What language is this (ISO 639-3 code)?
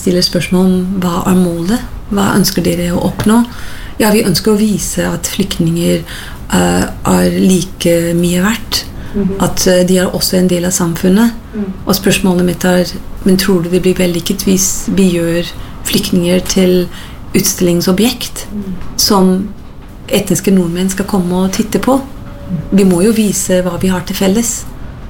nor